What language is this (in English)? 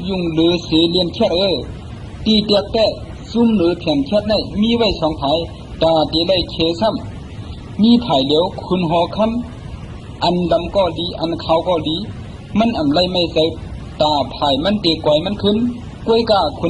Shan